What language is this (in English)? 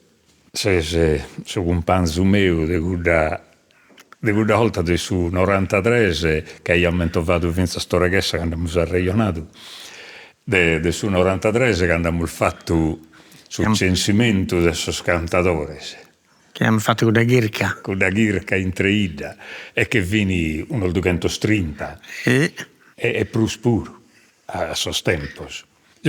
Sardinian